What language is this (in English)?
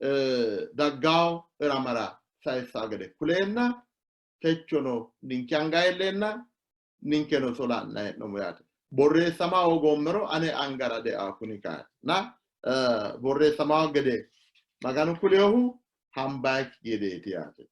Sidamo